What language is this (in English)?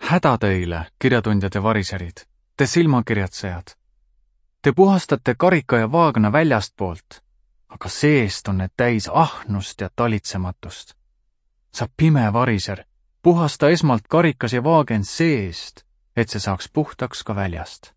Estonian